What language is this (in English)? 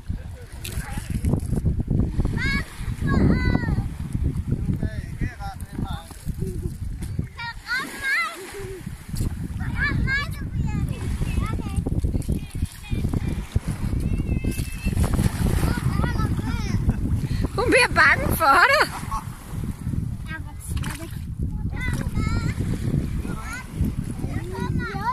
Danish